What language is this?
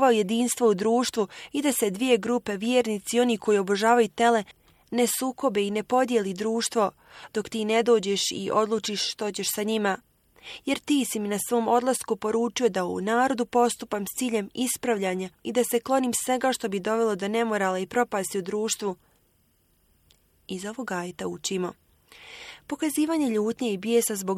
Bosnian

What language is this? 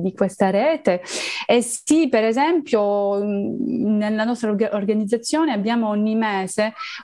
Italian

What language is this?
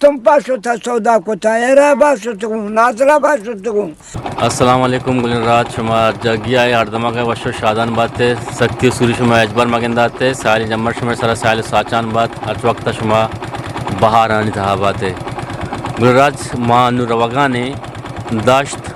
Eastern Balochi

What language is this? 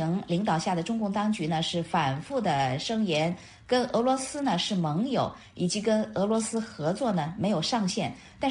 Chinese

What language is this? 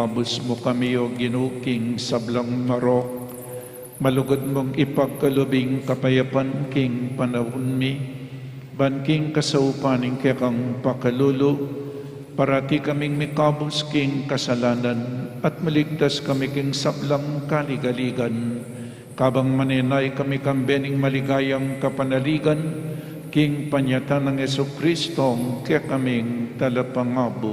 Pampanga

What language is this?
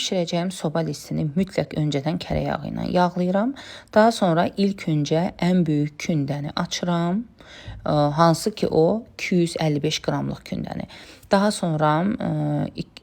Azerbaijani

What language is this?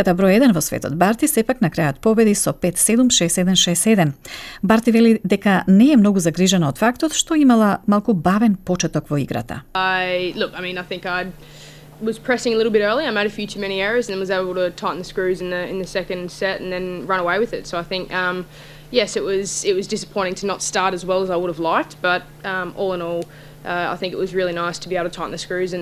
Macedonian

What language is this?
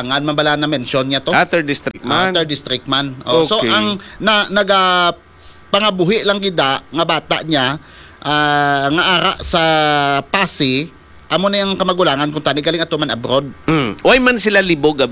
Hiligaynon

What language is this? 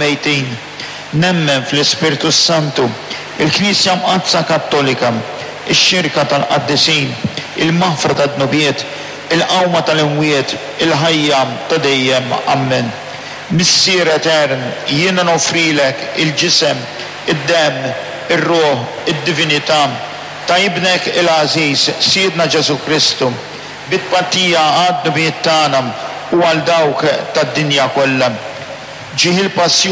Maltese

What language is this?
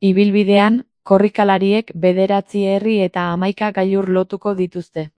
Basque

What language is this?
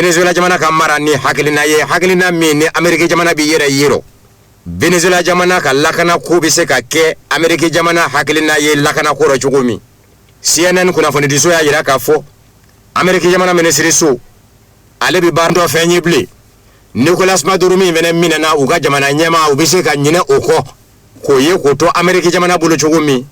Bambara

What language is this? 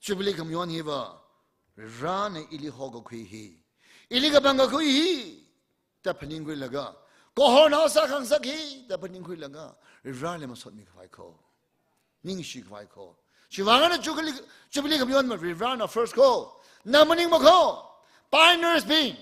Tangkhul Naga (India)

